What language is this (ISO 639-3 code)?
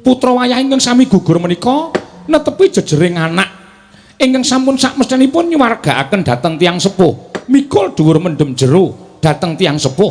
jav